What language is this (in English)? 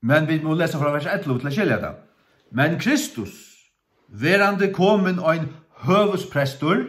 Faroese